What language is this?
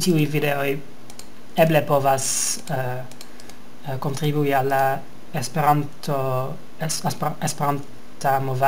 Esperanto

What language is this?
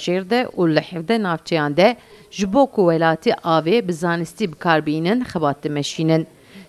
Kurdish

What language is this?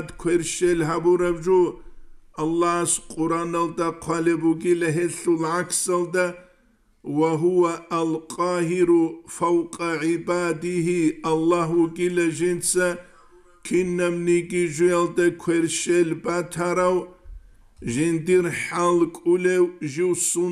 Avaric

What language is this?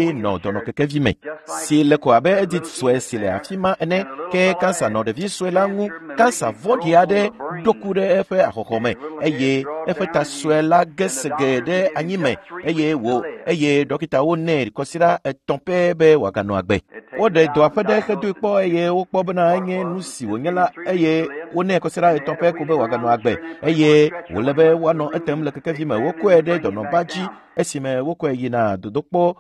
Ewe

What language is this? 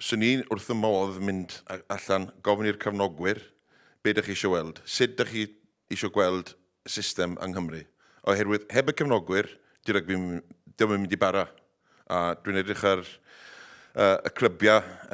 Welsh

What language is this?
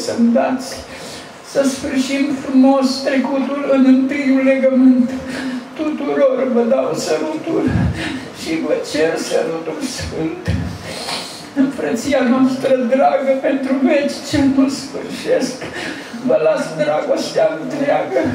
Romanian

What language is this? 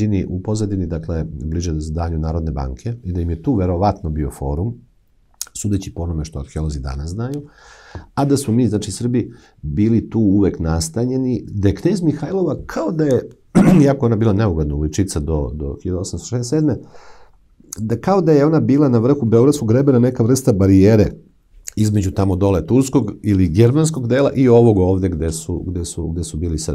Serbian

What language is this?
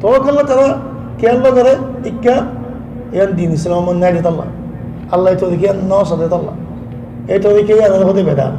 Rohingya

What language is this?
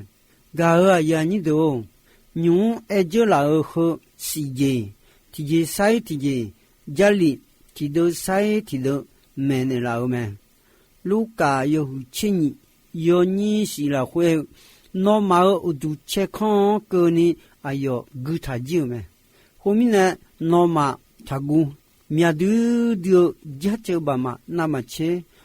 Akha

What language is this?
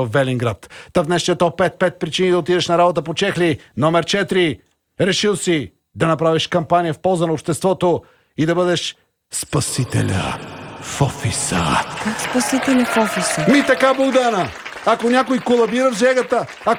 Bulgarian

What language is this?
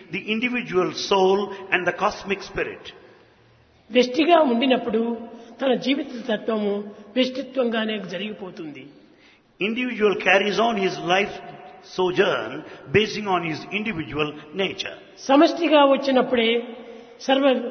Telugu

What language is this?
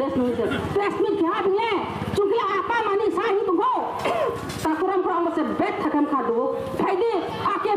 Riang (India)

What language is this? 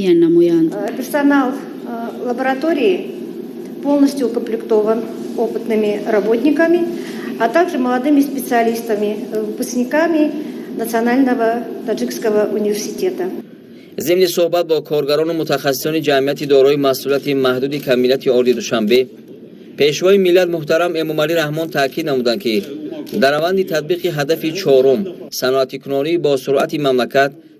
Tajik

